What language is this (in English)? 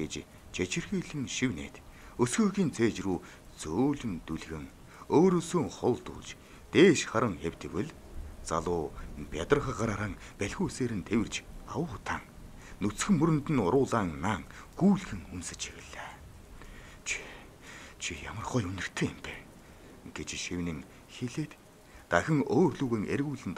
Mongolian